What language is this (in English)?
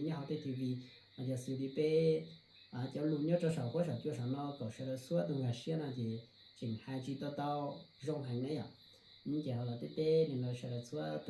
Hmong